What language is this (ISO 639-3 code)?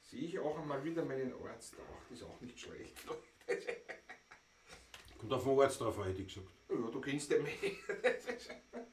bar